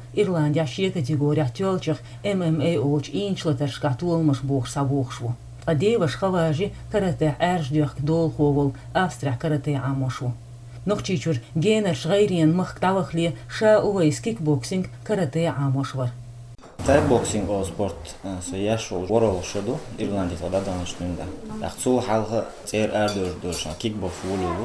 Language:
Chechen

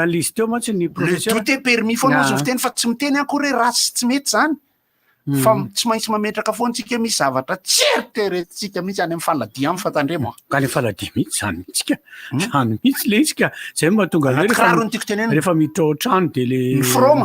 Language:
Malagasy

